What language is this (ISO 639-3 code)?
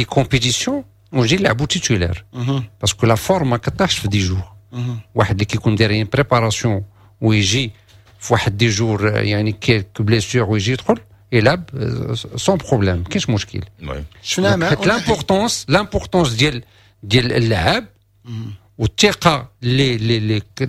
ary